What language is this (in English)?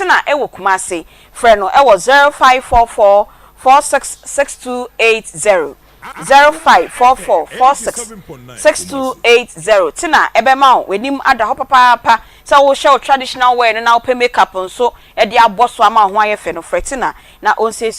Akan